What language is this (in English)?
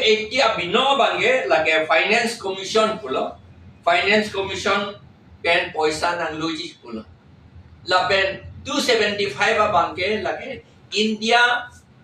Karbi